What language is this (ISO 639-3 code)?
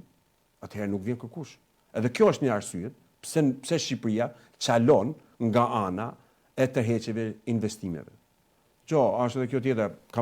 sqi